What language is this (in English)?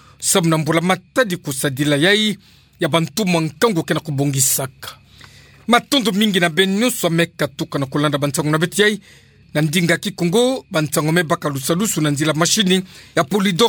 Kituba (Democratic Republic of Congo)